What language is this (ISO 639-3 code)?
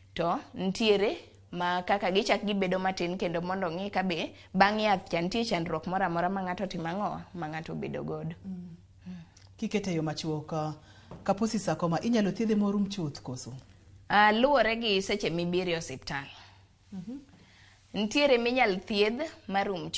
luo